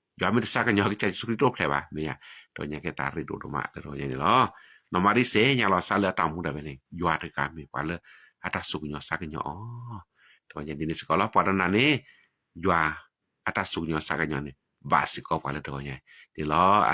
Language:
S'gaw Karen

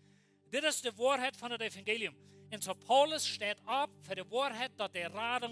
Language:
Plautdietsch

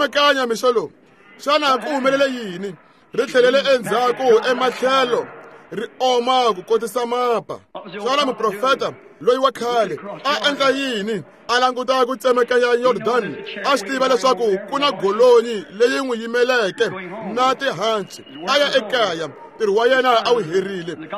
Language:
Tsonga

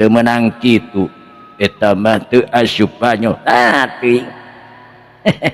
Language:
Sundanese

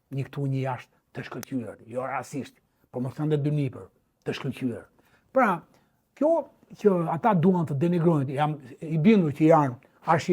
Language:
Albanian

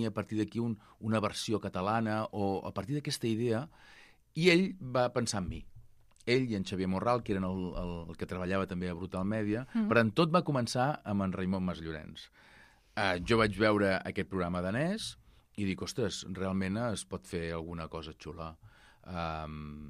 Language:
Catalan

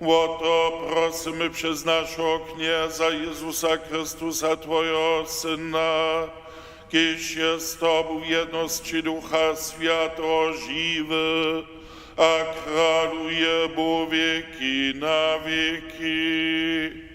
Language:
Upper Sorbian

